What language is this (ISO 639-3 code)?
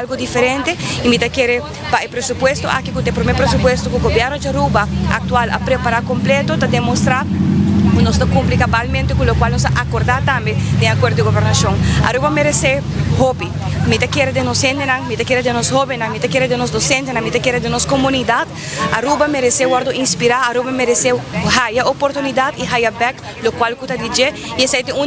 pap